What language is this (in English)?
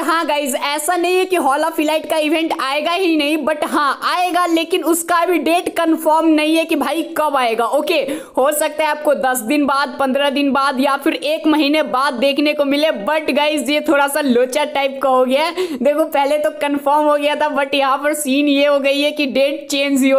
Hindi